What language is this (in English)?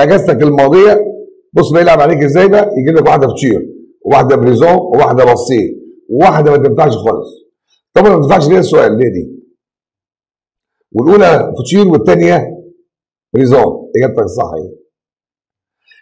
Egyptian Arabic